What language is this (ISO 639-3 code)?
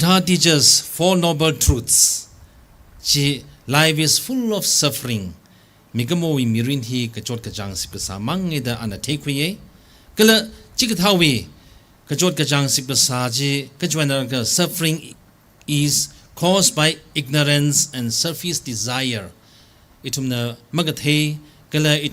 nmf